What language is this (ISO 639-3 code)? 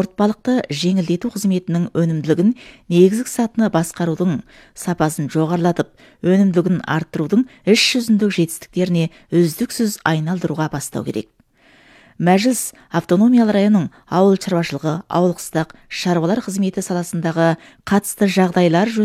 kaz